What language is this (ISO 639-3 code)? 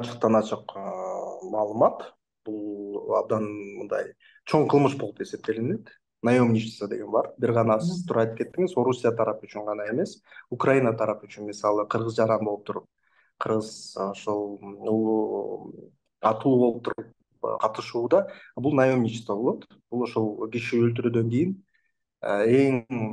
kir